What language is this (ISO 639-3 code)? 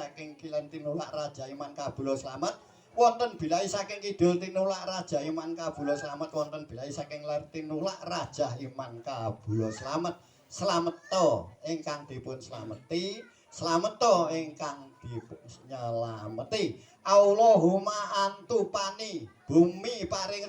jav